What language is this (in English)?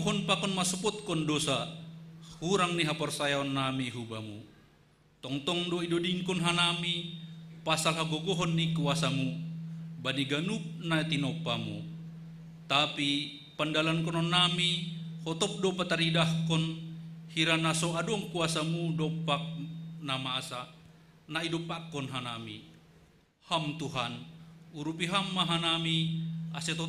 Batak Simalungun